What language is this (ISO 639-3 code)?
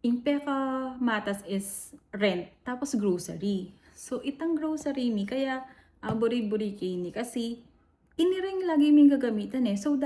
pam